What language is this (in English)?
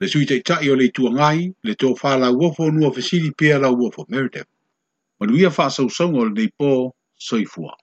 Samoan